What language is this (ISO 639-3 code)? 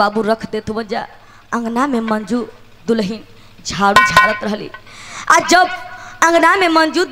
bho